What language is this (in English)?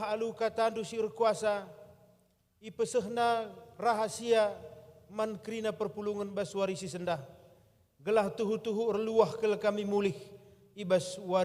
Batak Karo